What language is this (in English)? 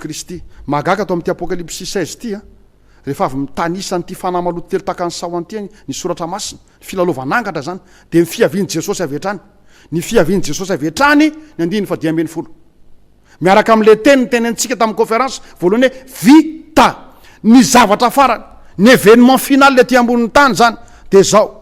Malagasy